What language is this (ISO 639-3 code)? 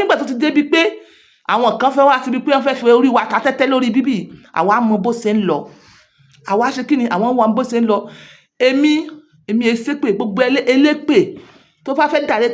yor